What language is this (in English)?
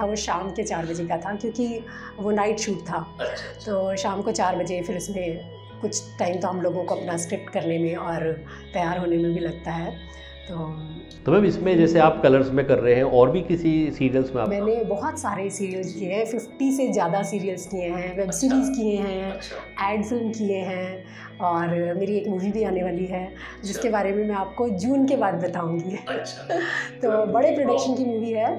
Hindi